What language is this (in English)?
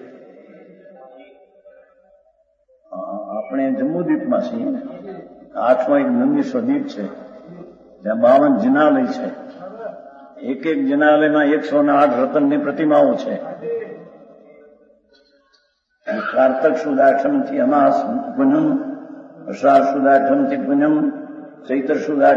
Gujarati